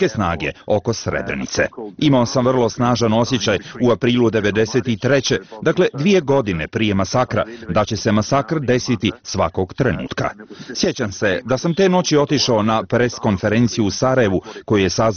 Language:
Bosnian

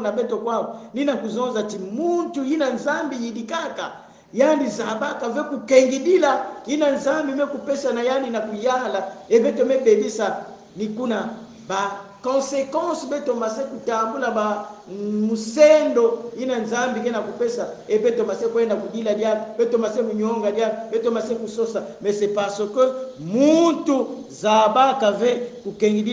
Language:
Kongo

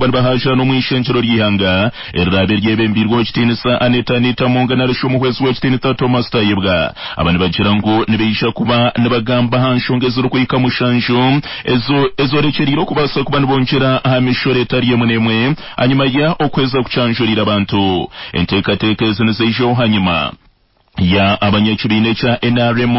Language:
Nyankole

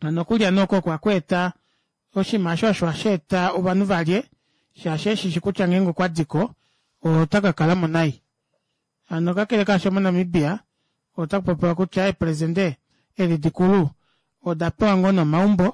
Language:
Kuanyama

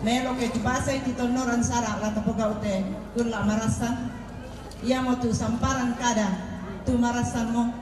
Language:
Toraja-Sa'dan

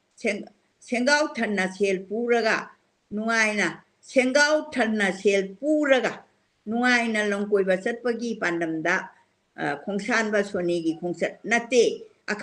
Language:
Manipuri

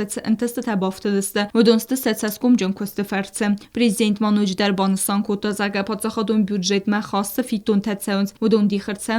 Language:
Ossetic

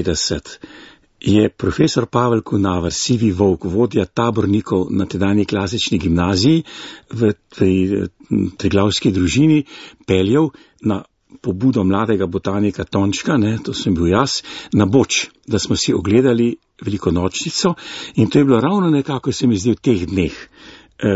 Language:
Slovenian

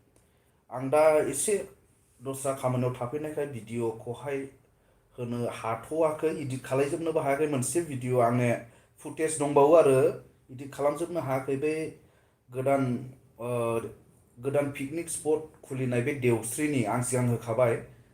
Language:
Bodo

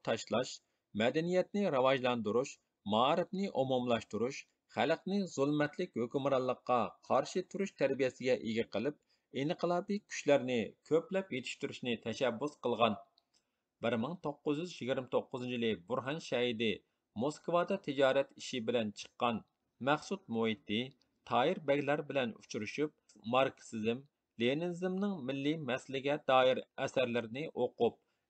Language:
Uyghur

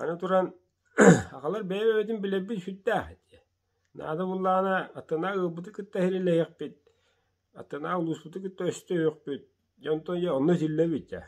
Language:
Yakut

